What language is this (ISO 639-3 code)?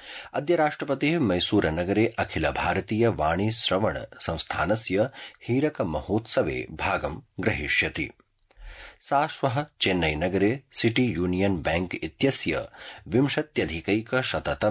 san